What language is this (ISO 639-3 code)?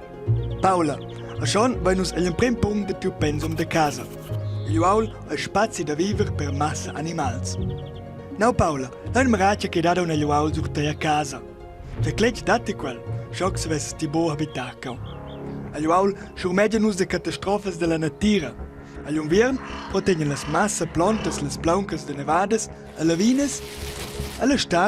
roh